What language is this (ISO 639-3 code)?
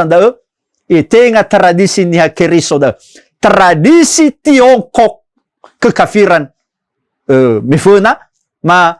nia